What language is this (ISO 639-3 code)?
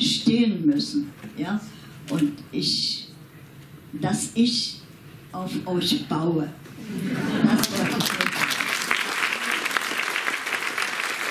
deu